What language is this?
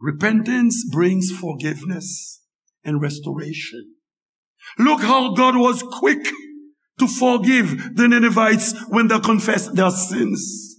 Haitian Creole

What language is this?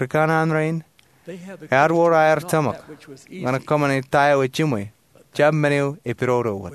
Marshallese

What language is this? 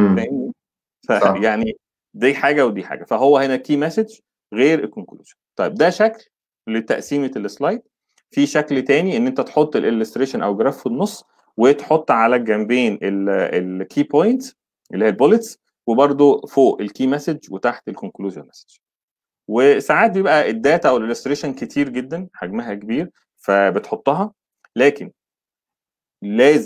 Egyptian Arabic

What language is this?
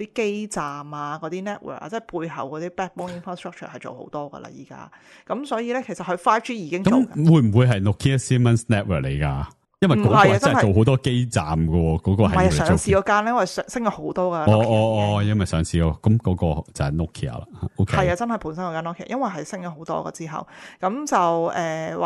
Cantonese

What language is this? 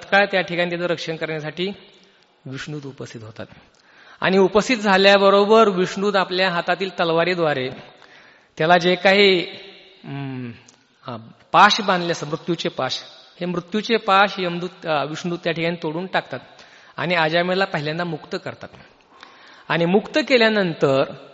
Marathi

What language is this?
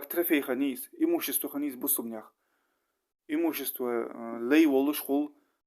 Ingush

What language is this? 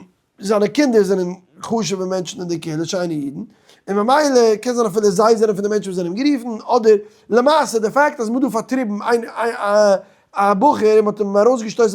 Yiddish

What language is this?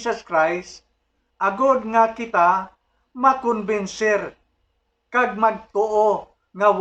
Hiligaynon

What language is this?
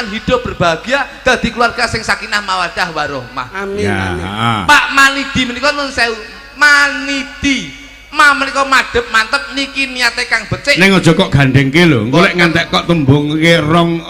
Javanese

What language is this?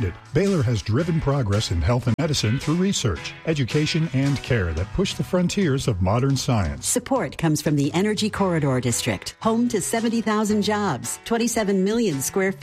English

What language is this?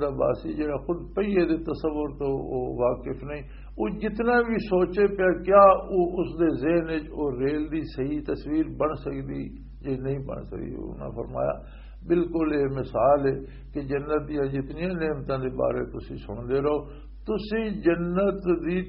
Western Panjabi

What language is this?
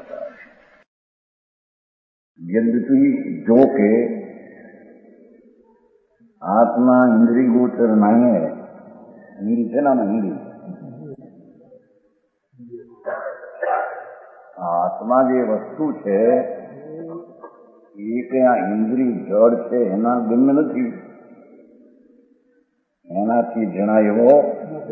Gujarati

